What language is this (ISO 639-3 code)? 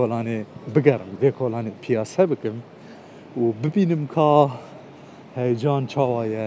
kur